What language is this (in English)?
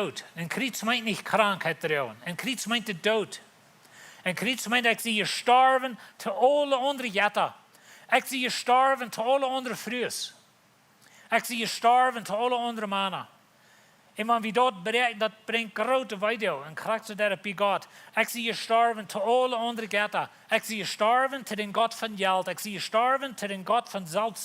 Plautdietsch